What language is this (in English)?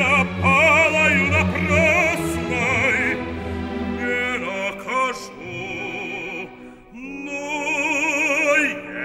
Russian